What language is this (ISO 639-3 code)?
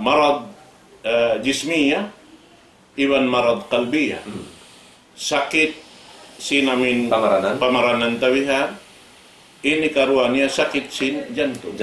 tsg